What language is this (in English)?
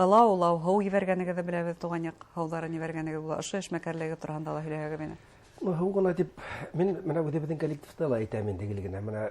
Bashkir